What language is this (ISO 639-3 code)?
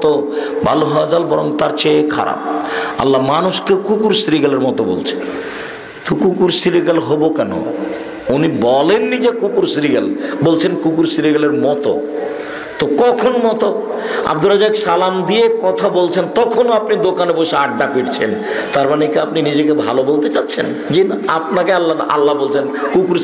ben